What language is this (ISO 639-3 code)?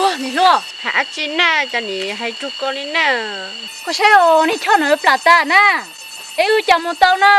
hmn